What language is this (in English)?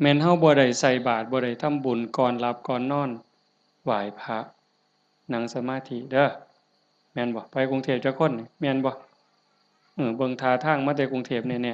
Northeastern Thai